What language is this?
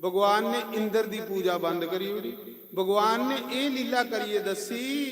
Dogri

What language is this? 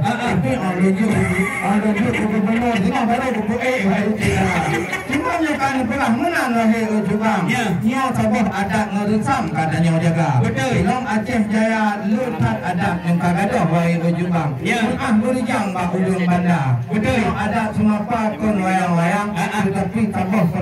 Achinese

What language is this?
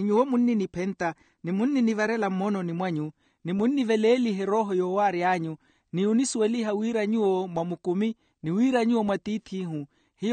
Makhuwa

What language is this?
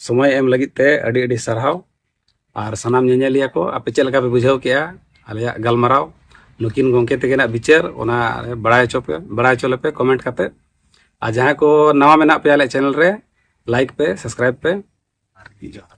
Santali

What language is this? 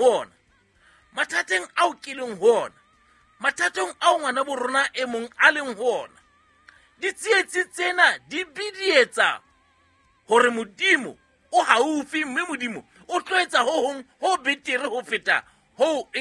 Southern Sotho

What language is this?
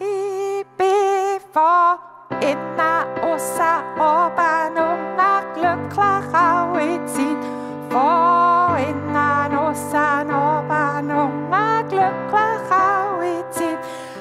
Swiss German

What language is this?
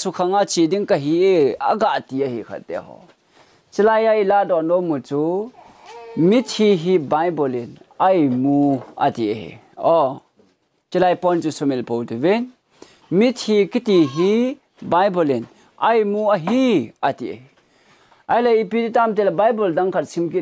Thado Chin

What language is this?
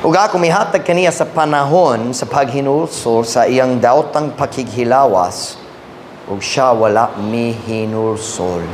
Cebuano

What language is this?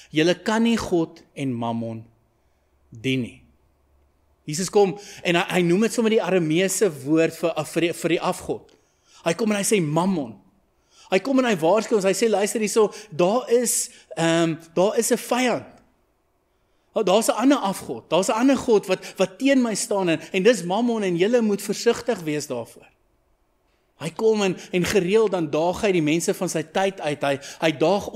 Afrikaans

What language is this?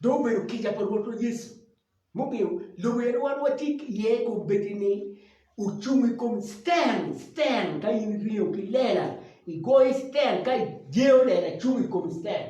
Acoli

